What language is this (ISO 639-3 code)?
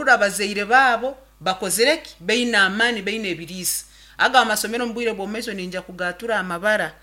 nyn